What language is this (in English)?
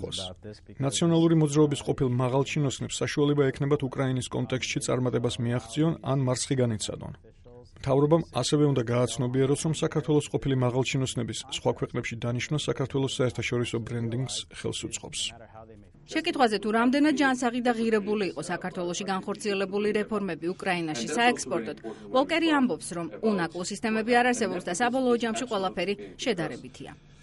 Georgian